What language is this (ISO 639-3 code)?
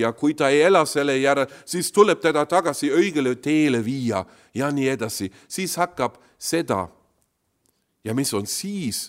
est